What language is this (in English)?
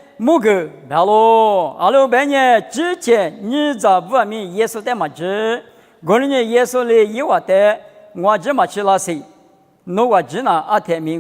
Lisu